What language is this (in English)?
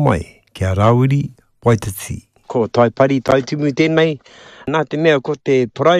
Māori